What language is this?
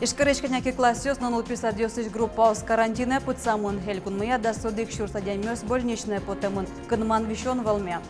Udmurt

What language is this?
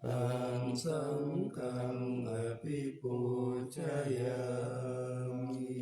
Pali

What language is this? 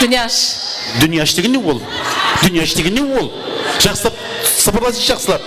Kara-Kalpak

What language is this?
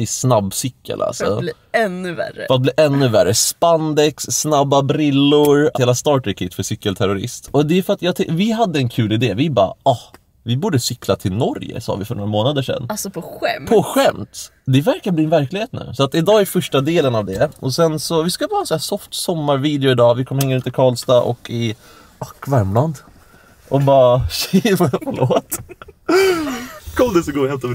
Swedish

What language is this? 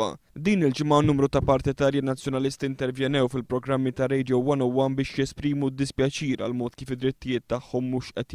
Maltese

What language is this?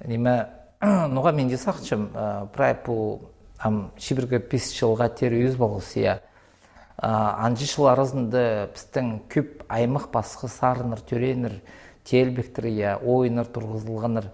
Khakas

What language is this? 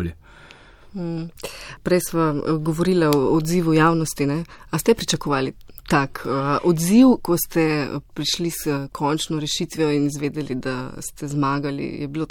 Slovenian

